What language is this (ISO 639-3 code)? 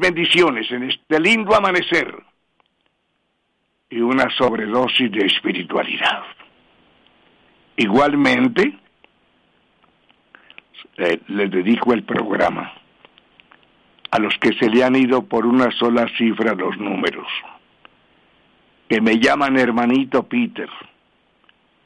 spa